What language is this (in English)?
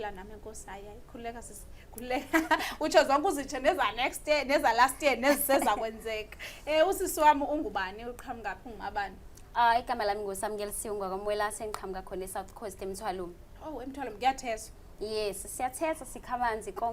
Zulu